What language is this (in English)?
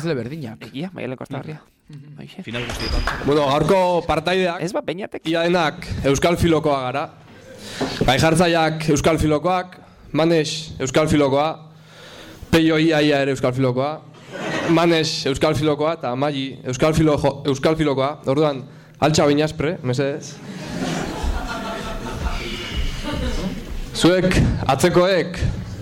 Basque